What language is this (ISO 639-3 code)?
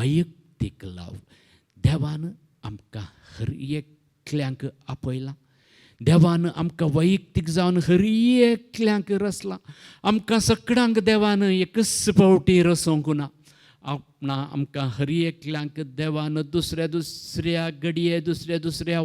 kok